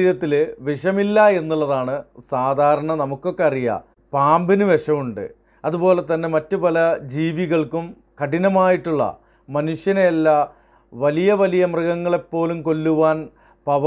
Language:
Malayalam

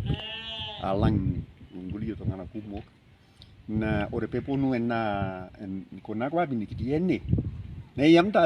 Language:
Masai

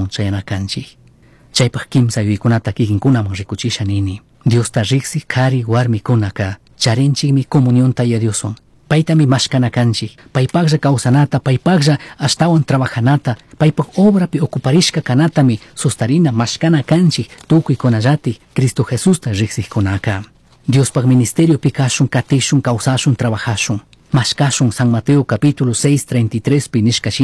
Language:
Chimborazo Highland Quichua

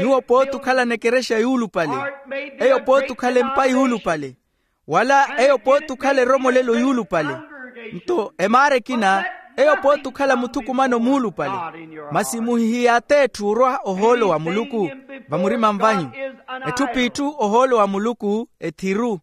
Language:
Makhuwa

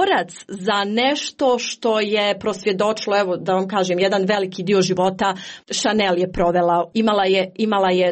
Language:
Croatian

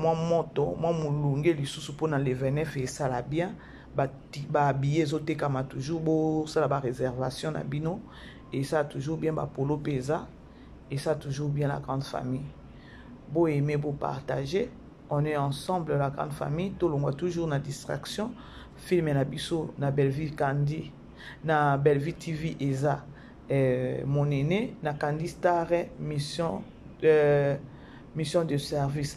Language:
Lingala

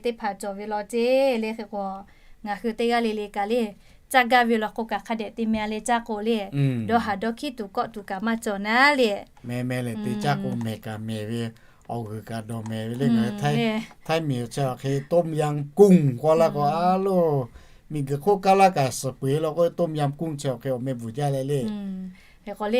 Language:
Lahu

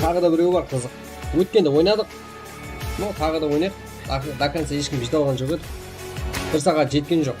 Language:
Kara-Kalpak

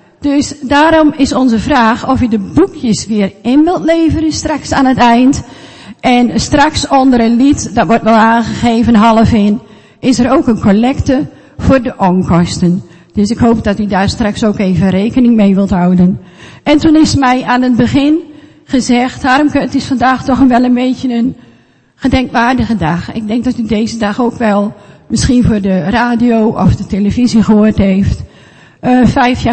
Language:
Dutch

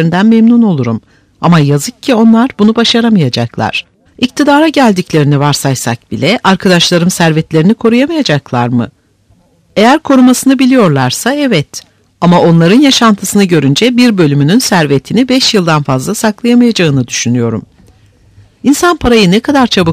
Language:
Turkish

